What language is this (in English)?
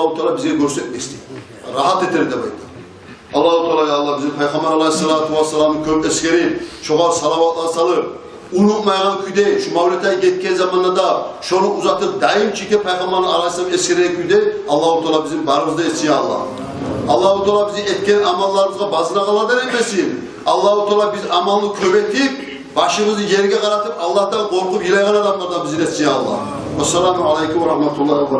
Kumyk